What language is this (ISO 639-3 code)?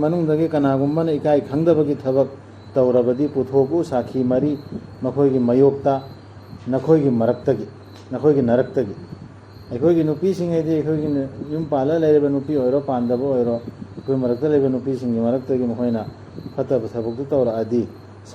mni